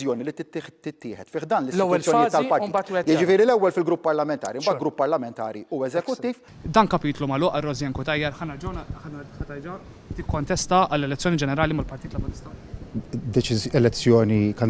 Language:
Maltese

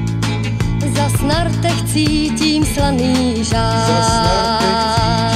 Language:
Czech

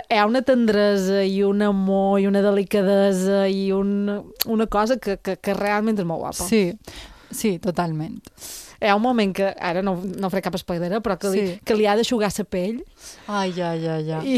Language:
Catalan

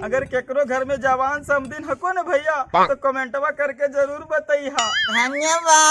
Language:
Magahi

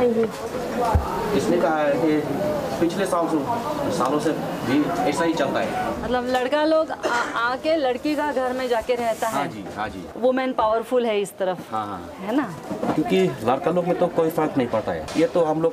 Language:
Hindi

